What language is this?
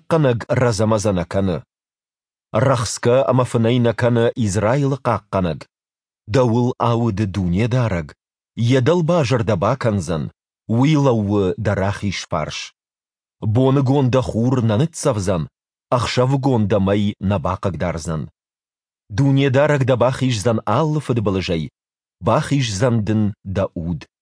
Ossetic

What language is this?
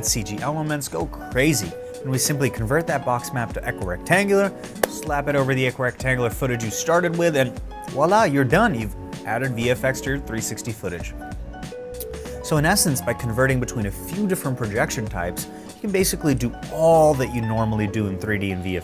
English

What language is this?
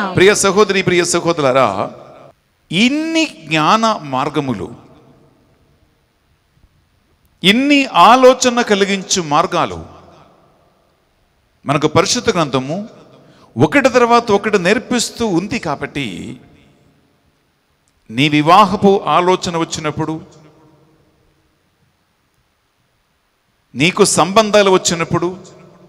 Telugu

